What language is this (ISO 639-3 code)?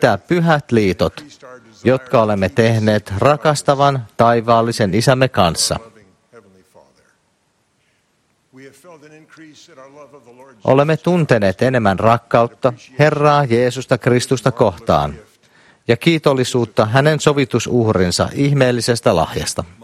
fin